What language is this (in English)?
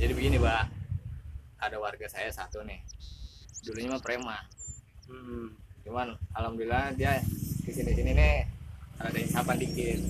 Betawi